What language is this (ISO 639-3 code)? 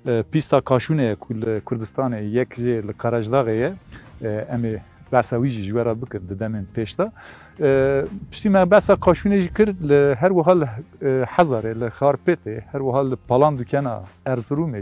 kur